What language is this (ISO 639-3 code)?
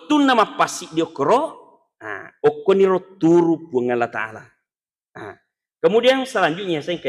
bug